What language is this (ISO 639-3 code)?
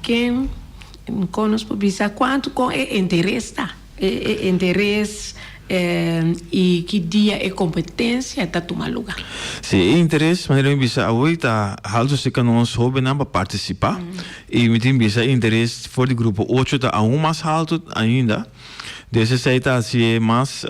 pap